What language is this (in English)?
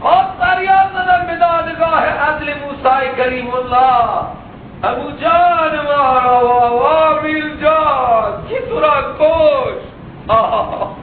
Persian